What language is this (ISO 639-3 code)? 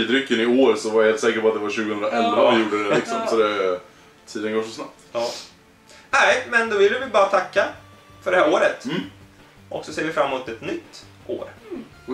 swe